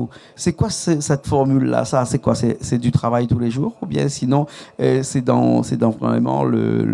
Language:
Réunion Creole French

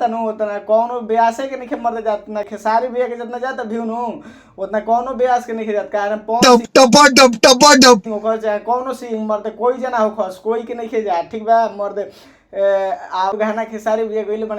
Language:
Bhojpuri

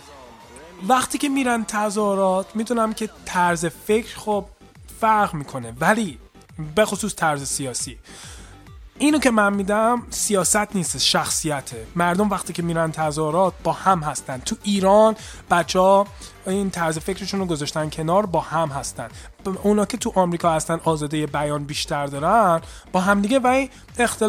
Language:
Persian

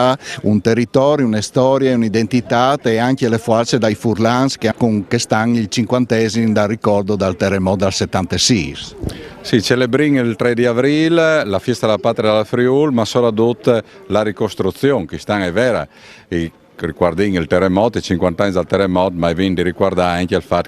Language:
Friulian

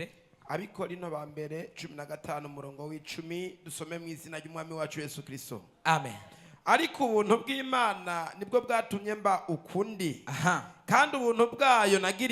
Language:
Rundi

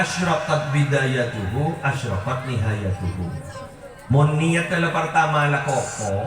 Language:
Madurese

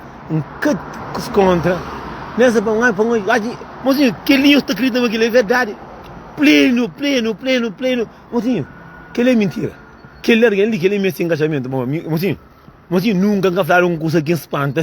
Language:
Kabuverdianu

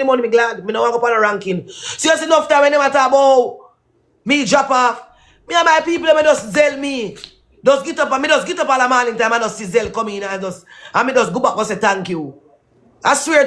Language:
Jamaican Creole English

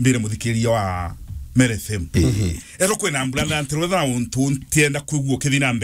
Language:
Meru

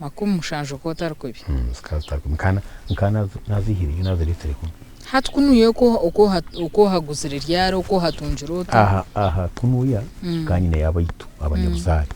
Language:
Nyankole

